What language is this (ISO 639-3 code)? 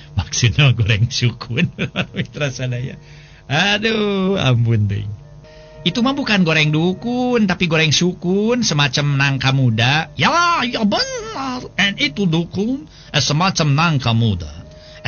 sun